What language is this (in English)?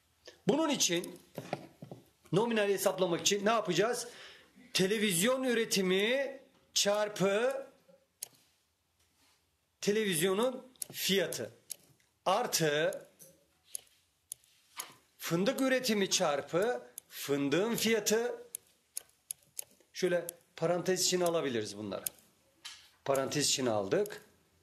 Turkish